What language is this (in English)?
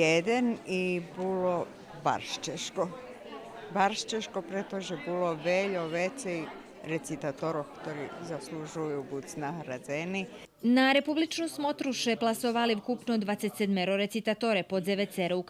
Rusyn